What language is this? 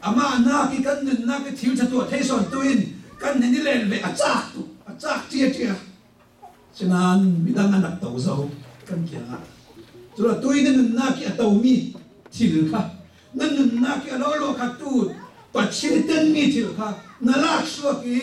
Hakha Chin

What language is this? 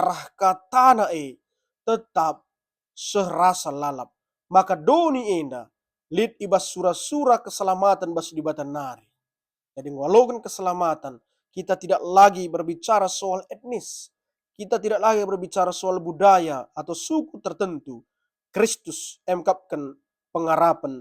Batak Karo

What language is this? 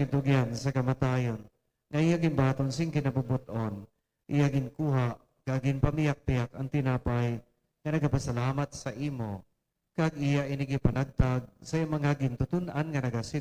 Hiligaynon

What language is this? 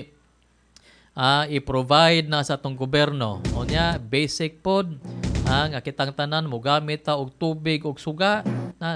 Cebuano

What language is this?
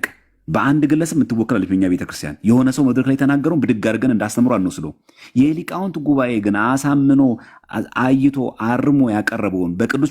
Amharic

